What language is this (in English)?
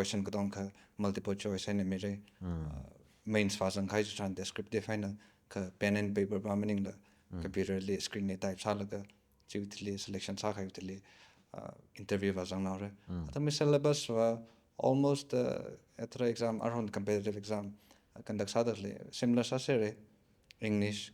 Tangkhul Naga (India)